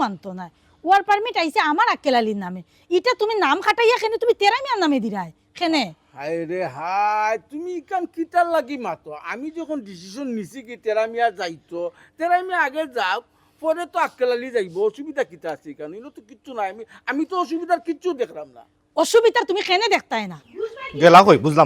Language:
Sylheti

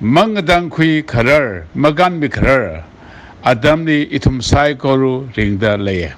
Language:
Tangkhul Naga (India)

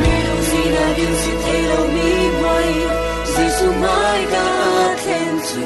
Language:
Falam Chin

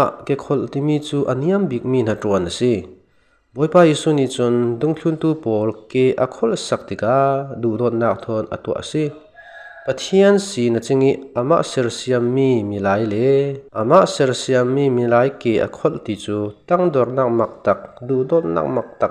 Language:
Falam Chin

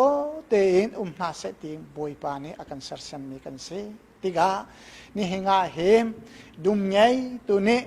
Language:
Hakha Chin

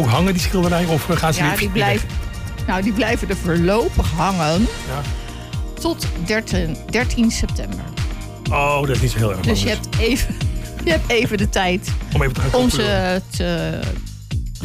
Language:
Dutch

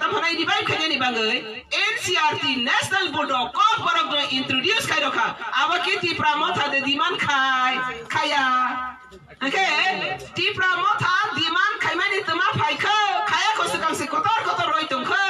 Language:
Kok Borok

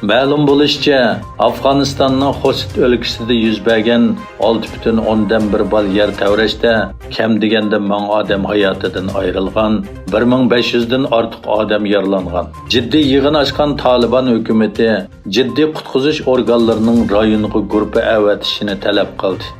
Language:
Uyghur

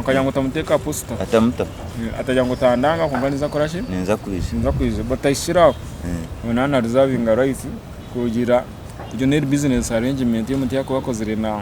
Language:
Nyankole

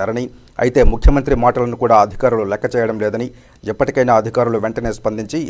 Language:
Telugu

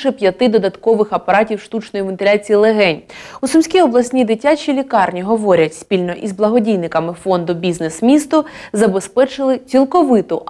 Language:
Ukrainian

